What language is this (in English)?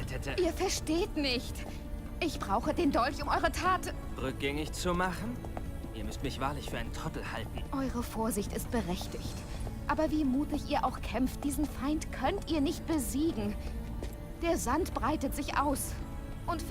Bavarian